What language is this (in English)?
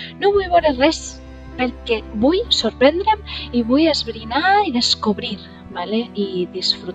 Catalan